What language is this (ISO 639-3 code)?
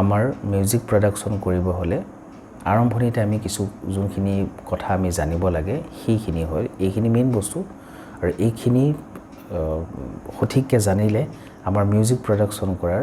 asm